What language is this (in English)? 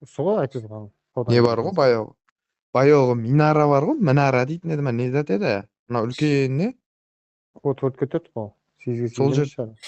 Kara-Kalpak